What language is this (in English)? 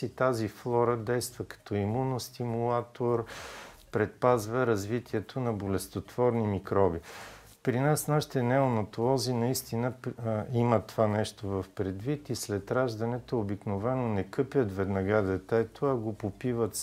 Bulgarian